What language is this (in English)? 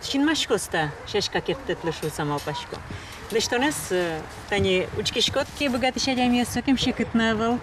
Udmurt